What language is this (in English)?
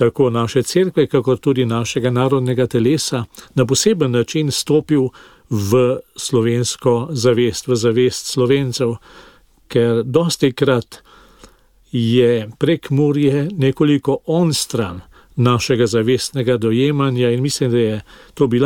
Slovenian